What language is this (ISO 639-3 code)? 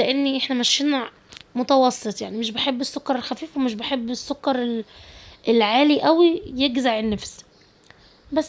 arz